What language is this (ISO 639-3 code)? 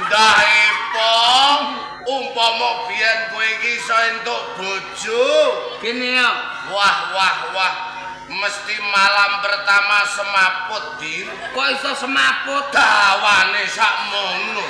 jav